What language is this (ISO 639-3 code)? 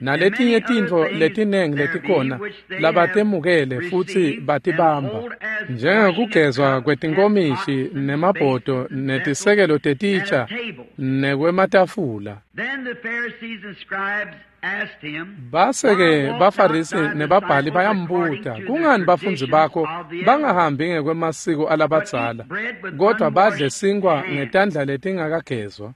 ssw